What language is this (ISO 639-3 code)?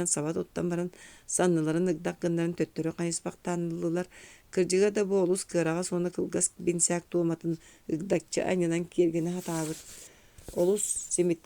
sah